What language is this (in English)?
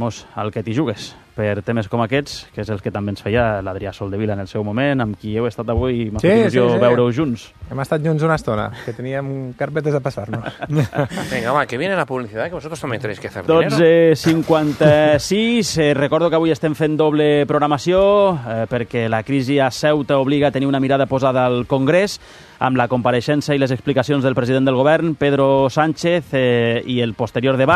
Catalan